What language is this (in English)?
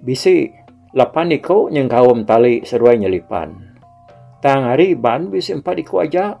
Iban